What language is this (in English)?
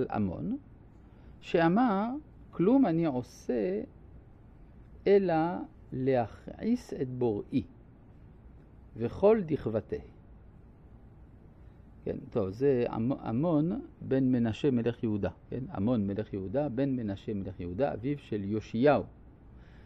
Hebrew